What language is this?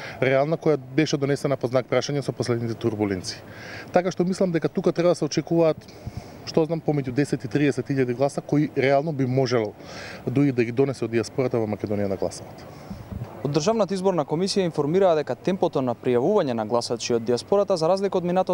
Macedonian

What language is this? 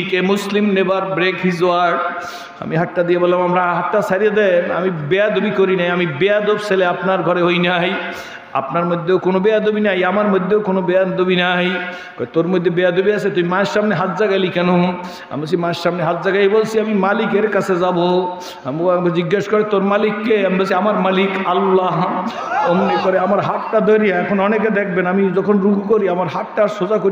Bangla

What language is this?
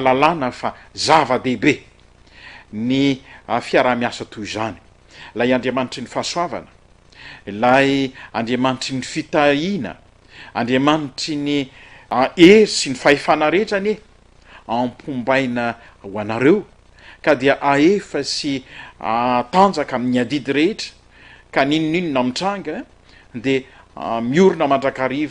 Malagasy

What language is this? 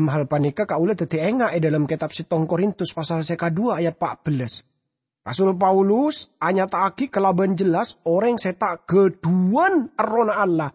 Madurese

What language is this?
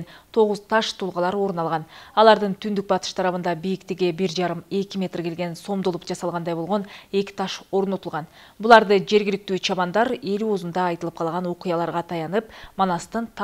Kyrgyz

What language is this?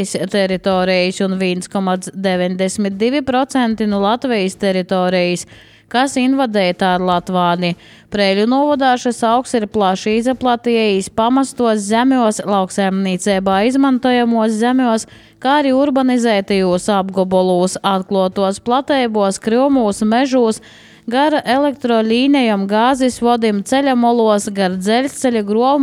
Latvian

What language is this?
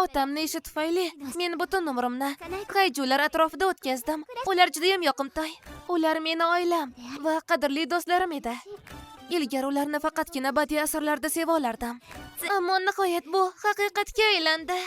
Uzbek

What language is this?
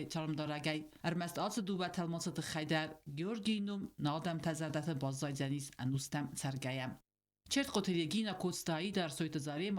Ossetic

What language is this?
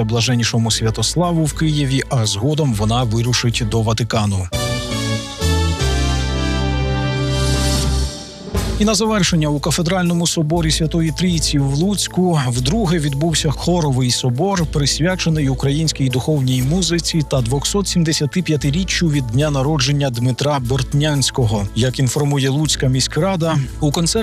Ukrainian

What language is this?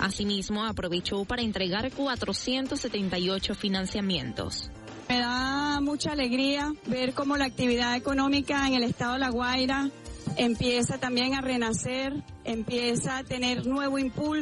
Spanish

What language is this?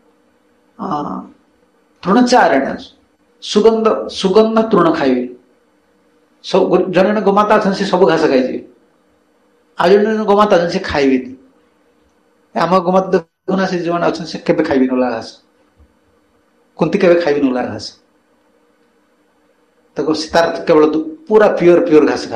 Odia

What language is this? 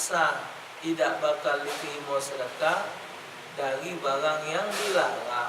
Musi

